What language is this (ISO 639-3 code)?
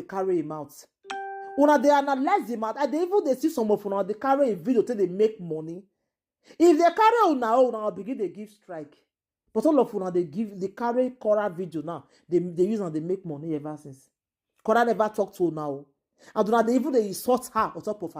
pcm